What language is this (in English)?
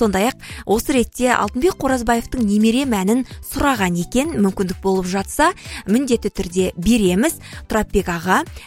Kazakh